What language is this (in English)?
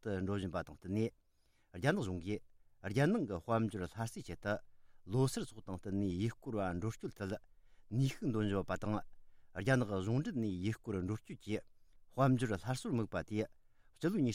Tibetan